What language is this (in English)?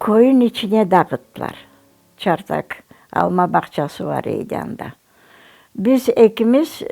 Crimean Tatar